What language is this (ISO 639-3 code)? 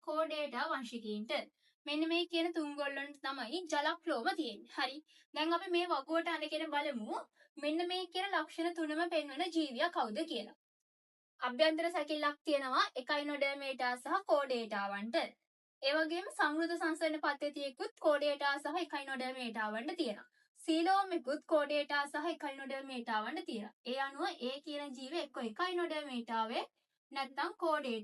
sin